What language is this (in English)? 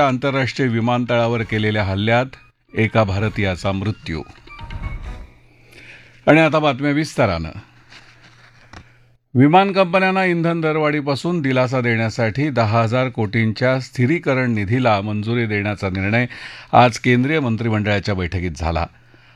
Marathi